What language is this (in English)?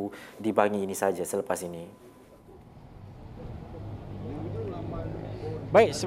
Malay